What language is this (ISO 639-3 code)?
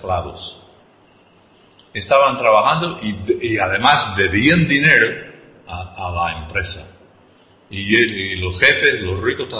spa